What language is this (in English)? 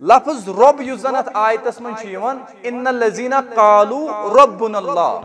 Kashmiri